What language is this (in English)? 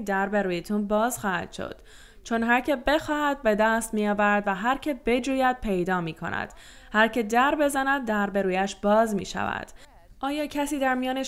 Persian